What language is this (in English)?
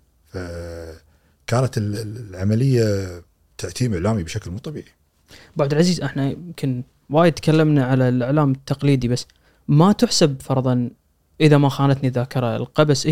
Gulf Arabic